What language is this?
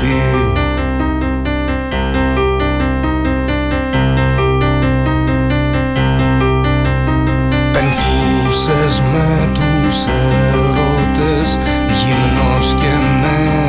Greek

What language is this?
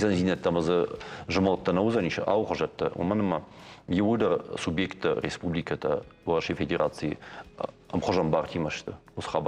Ossetic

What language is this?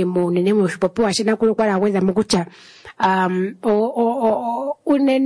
Swahili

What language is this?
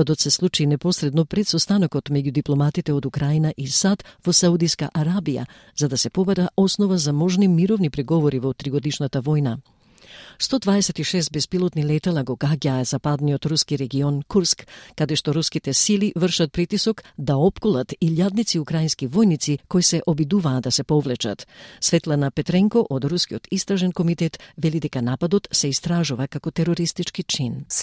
Macedonian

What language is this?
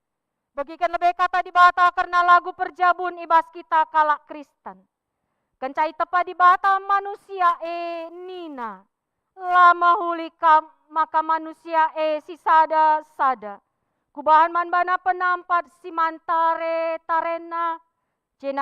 Batak Karo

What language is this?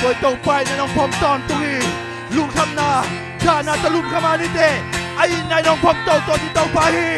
Tedim Chin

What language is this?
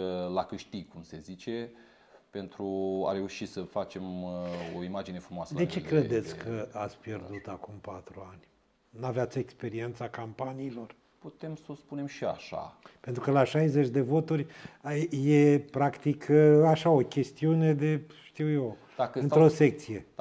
Romanian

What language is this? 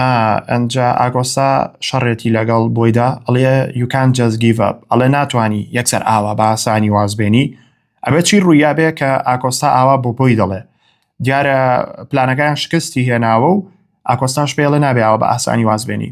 Central Kurdish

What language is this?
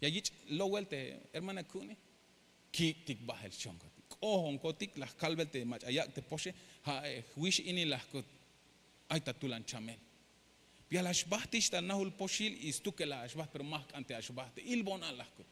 Tzeltal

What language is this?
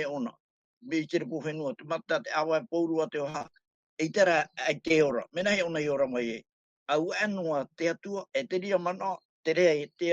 Tahitian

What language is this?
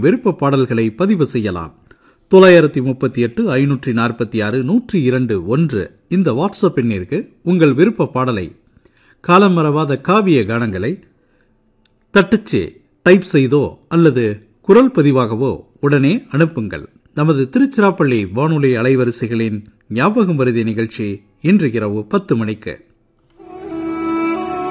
Tamil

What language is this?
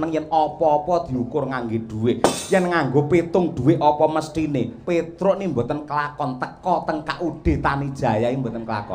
Javanese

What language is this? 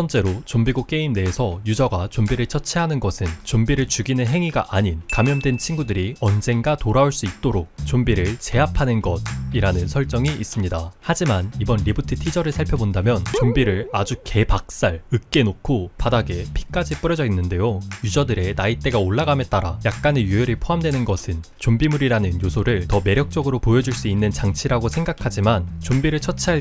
Korean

